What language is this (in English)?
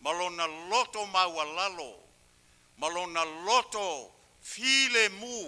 Samoan